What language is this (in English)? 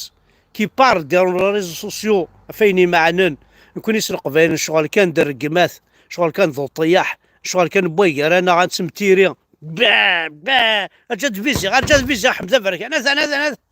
Kabyle